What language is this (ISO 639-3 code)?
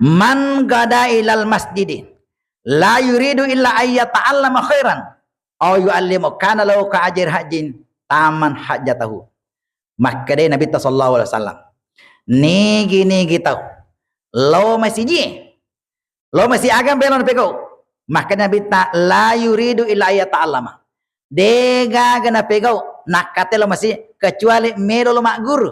bug